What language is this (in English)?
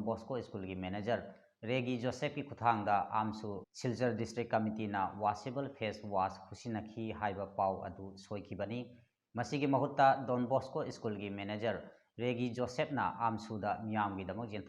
Manipuri